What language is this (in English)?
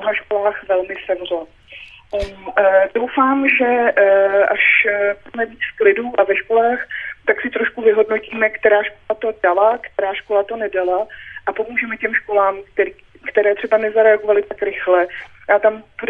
Czech